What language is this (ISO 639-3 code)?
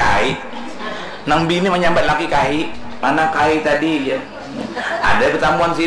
bjn